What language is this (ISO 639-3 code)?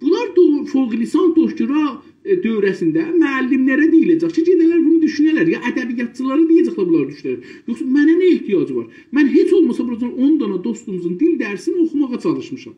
azb